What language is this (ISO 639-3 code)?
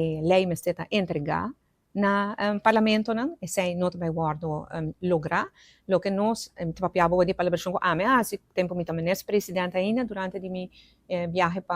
pap